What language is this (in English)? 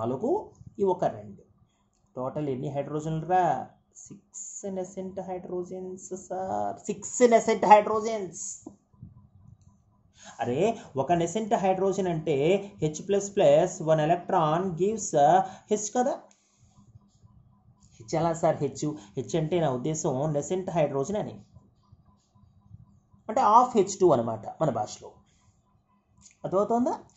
Telugu